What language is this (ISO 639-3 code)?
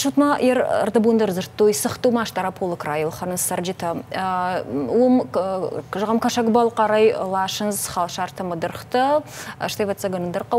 oss